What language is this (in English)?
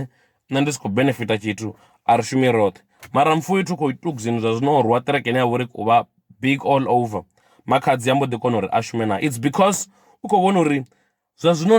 Venda